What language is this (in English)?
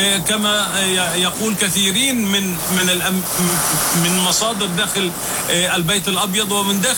Arabic